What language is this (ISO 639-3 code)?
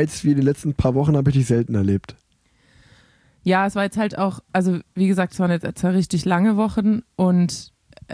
deu